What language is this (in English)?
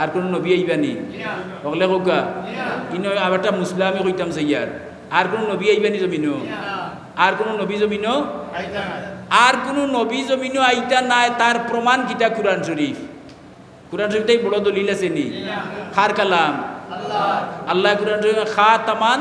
Sylheti